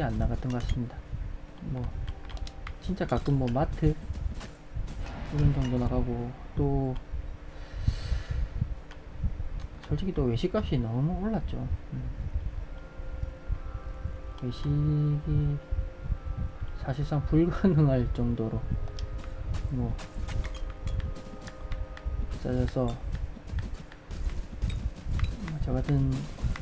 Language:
Korean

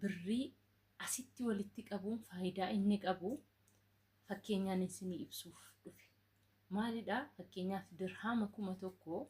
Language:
Oromo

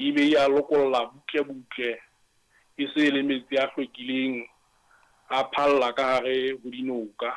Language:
Southern Sotho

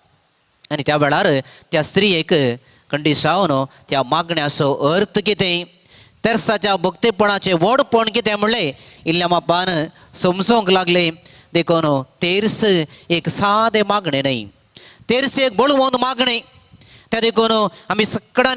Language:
Konkani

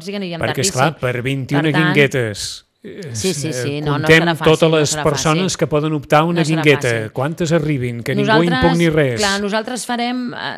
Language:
Catalan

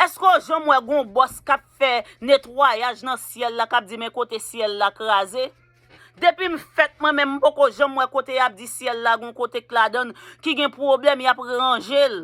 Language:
Haitian Creole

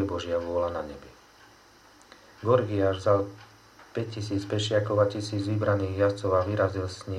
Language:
Slovak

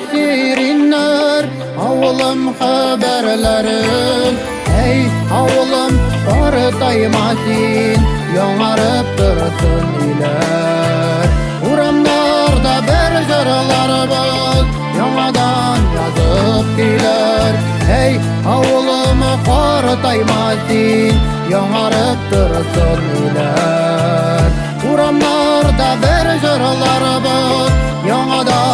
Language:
Bashkir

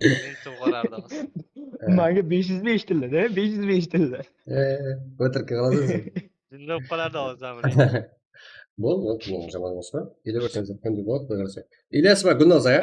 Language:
Kara-Kalpak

